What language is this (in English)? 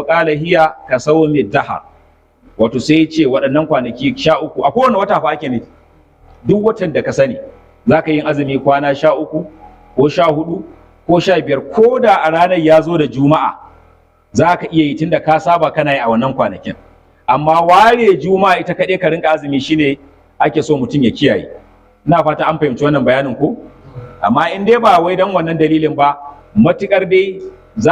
Hausa